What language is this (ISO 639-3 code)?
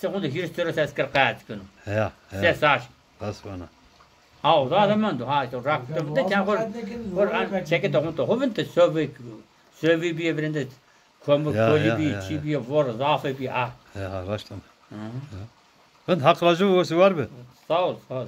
zza